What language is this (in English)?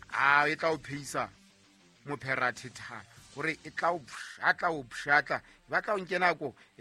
Southern Sotho